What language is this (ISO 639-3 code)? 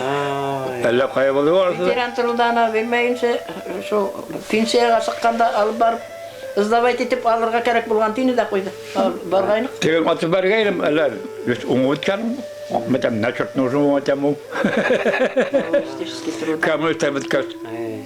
bak